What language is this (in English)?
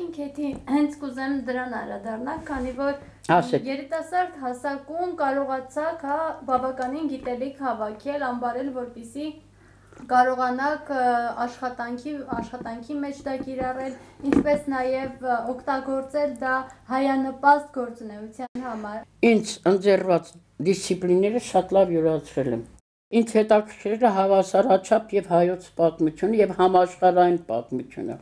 Armenian